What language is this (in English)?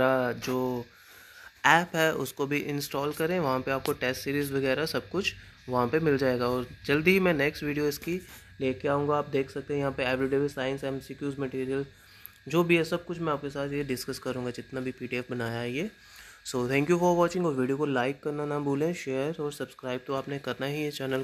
Hindi